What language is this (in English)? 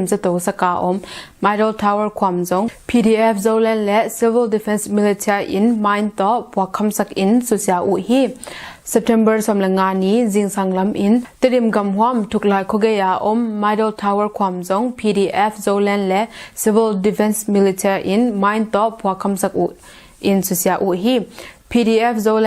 Tedim Chin